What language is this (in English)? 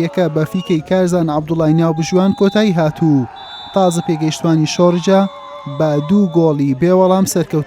Central Kurdish